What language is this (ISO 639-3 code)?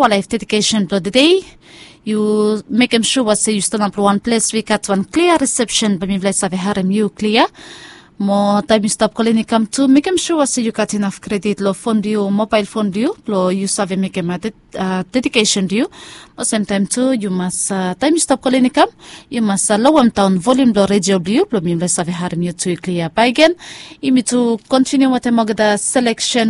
bis